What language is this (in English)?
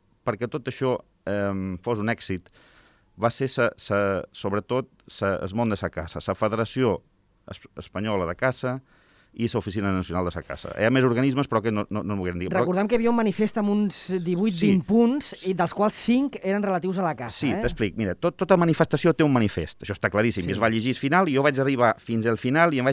Catalan